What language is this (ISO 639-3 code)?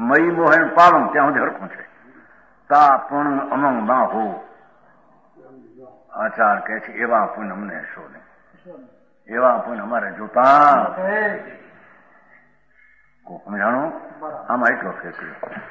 guj